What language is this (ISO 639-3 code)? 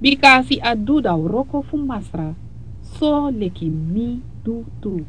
srn